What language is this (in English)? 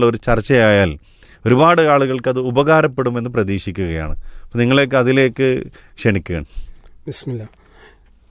Malayalam